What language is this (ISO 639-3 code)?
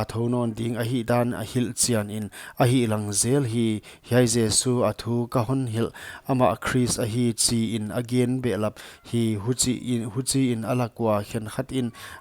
pck